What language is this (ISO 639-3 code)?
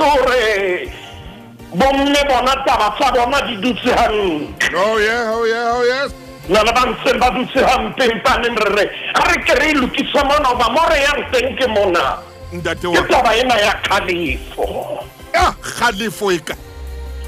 sot